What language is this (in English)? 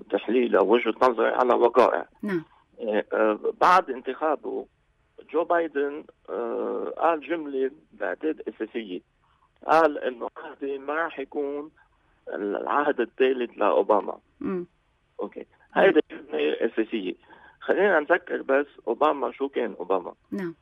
North Levantine Arabic